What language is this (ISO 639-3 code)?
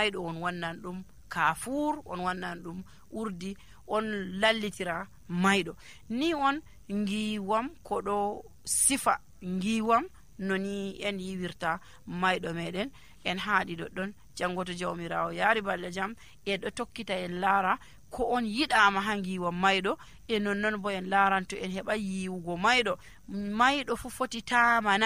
fuv